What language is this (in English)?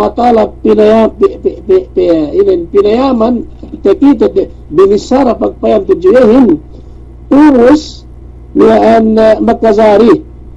Yakan